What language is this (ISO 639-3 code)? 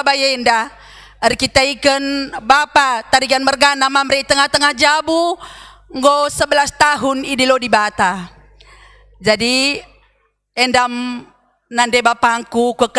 btx